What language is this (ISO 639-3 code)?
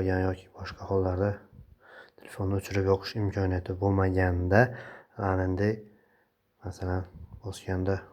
uzb